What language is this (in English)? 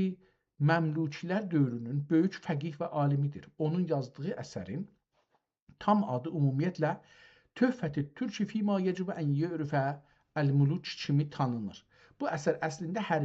South Azerbaijani